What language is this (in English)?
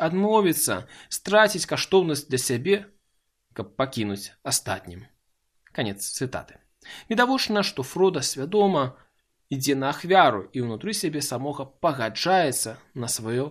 Belarusian